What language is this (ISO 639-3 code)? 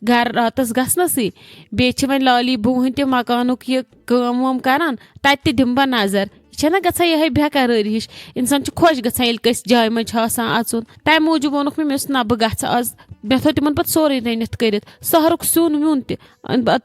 kas